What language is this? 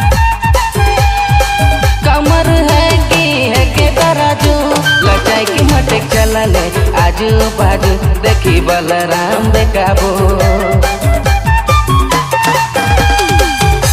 Sadri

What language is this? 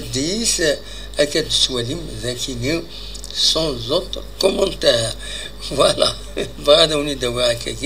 Kabyle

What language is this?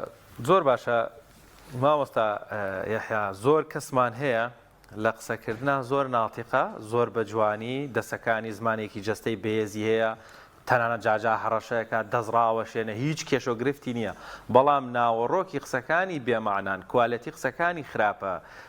Central Kurdish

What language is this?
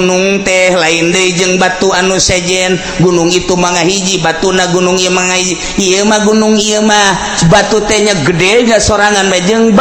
Sundanese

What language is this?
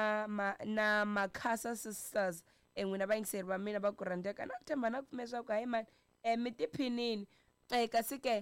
Tsonga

